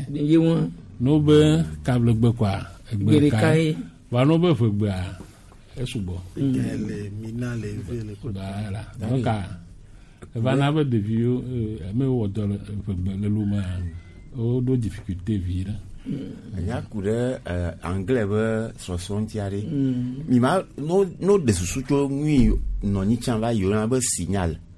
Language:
Gen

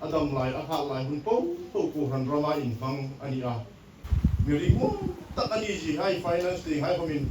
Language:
Hmar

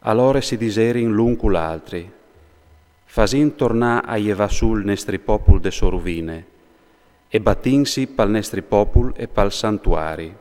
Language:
Friulian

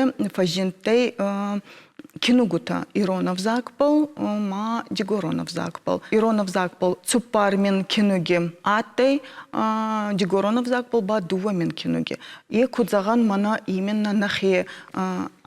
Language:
Ossetic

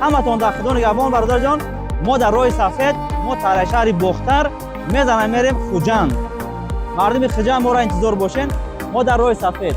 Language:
Tajik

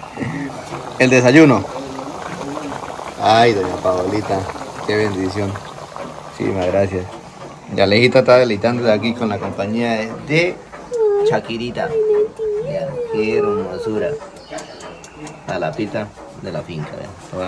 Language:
Spanish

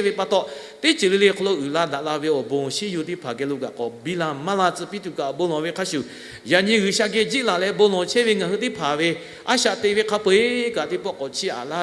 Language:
Lahu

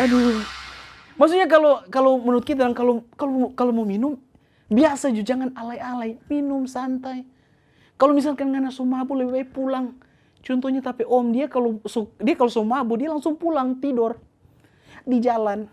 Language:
Manado Malay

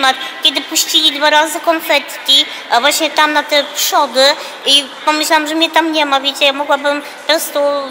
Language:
Polish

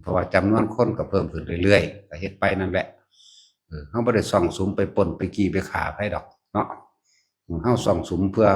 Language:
Northeastern Thai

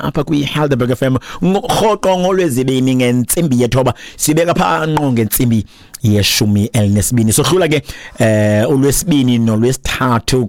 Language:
Xhosa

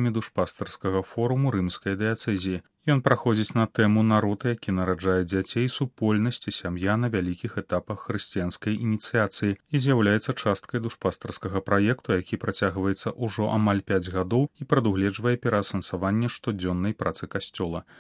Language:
Belarusian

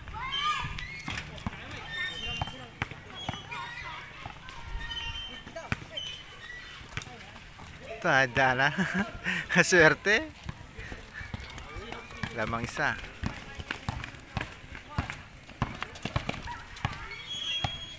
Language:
Filipino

